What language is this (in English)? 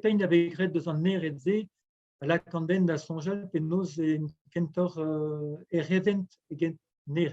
Breton